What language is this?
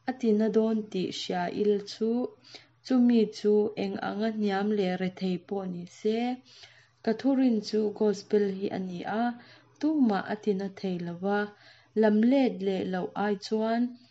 Mizo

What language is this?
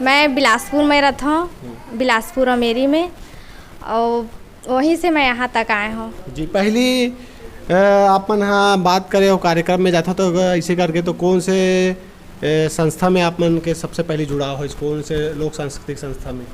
Chhattisgarhi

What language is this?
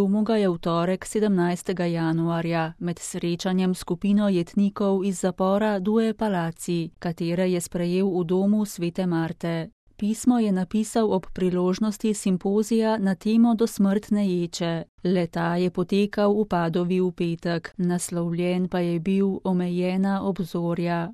Slovenian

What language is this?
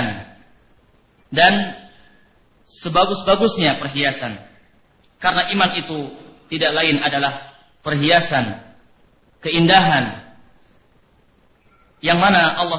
Indonesian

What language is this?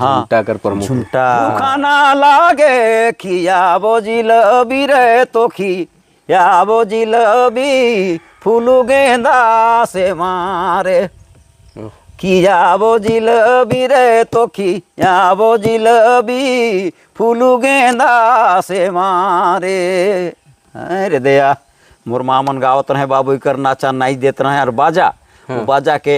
Sadri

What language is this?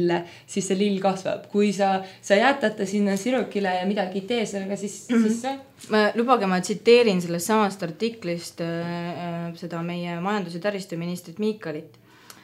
Estonian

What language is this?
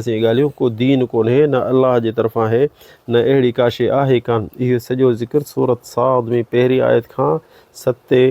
Sindhi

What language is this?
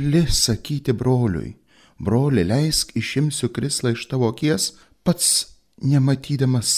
Lithuanian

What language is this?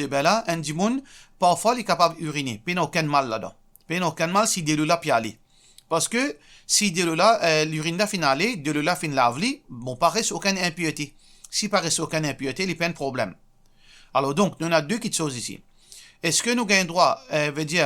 Morisyen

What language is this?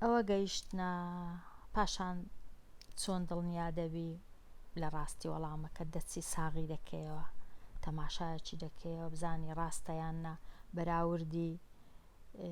Central Kurdish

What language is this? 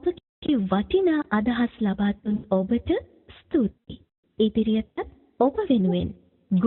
Sinhala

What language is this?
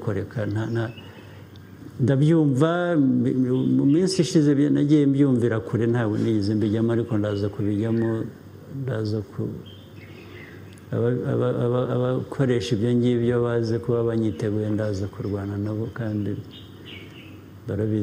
Kinyarwanda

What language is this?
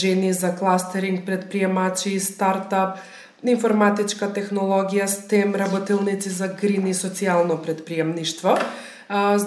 Macedonian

